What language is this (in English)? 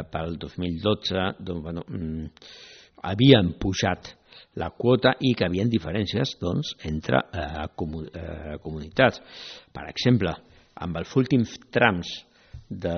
Catalan